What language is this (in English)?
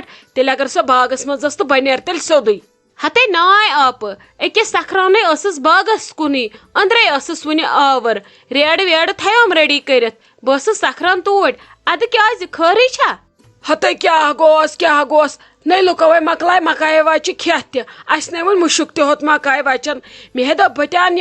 Kashmiri